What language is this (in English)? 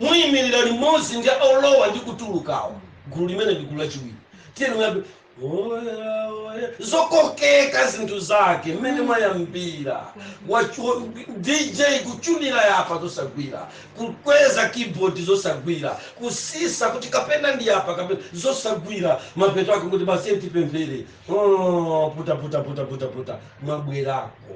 Nyanja